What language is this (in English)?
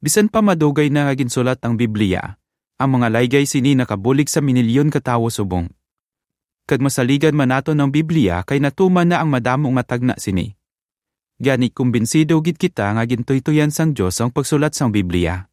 Hiligaynon